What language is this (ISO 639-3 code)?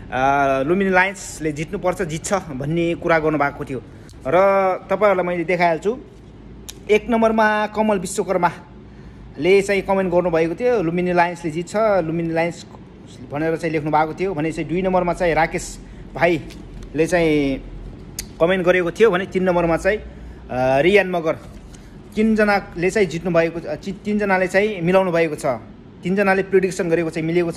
nep